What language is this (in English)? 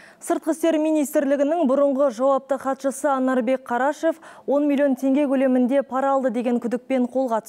Kazakh